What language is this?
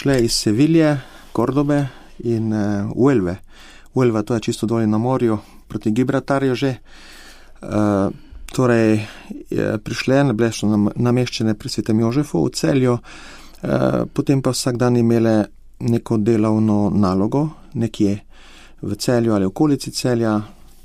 Slovenian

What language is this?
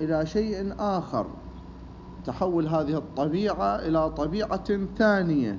Mesopotamian Arabic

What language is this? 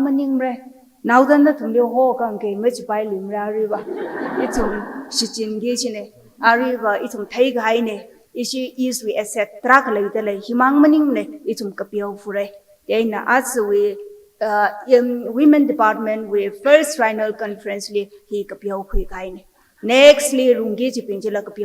Tangkhul Naga (India)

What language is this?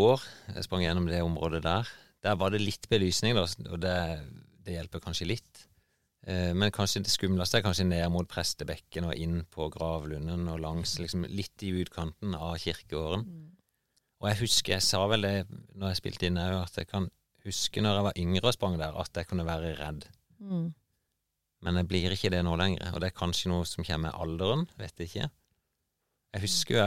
Norwegian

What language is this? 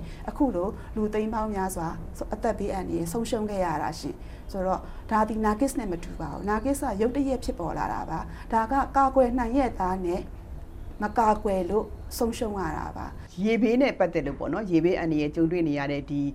Burmese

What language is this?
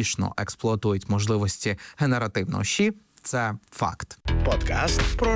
Ukrainian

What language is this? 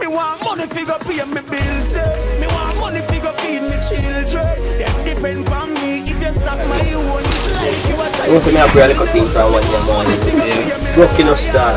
Jamaican Creole English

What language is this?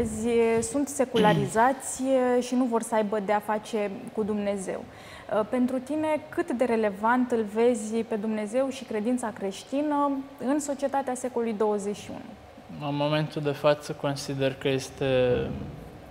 Romanian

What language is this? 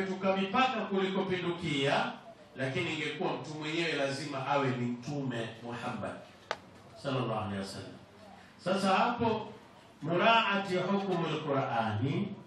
Swahili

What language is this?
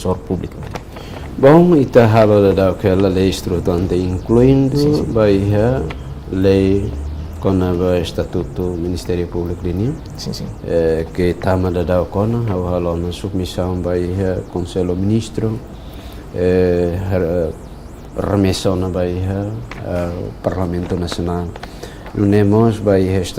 Tetum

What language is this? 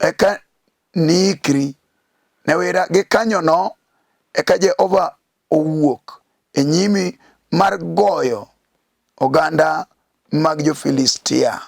Luo (Kenya and Tanzania)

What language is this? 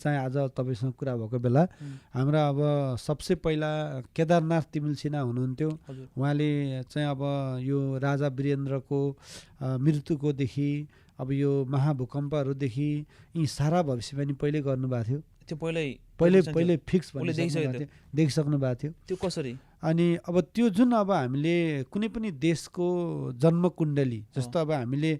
Nepali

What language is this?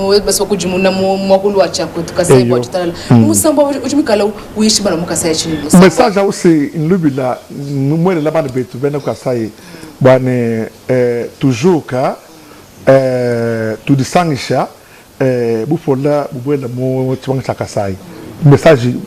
Luba-Lulua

